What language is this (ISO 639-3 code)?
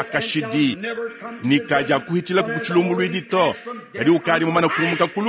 lua